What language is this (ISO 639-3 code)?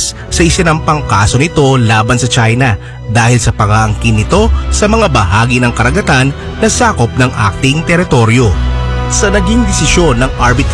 fil